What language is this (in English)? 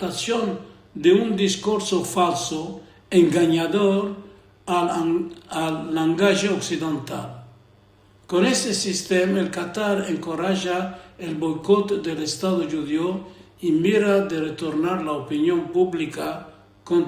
Ladino